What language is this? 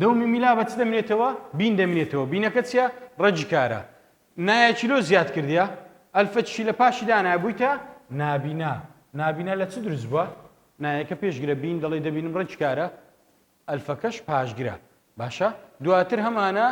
Central Kurdish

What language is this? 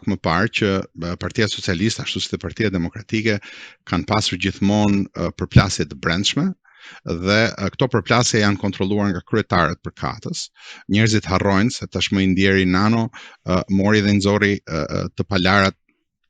Albanian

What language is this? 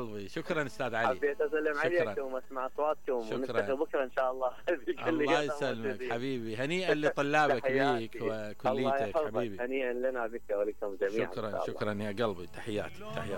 Mesopotamian Arabic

